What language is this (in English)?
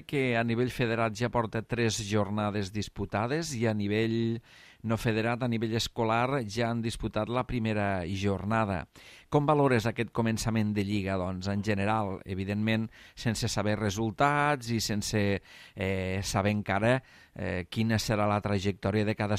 Catalan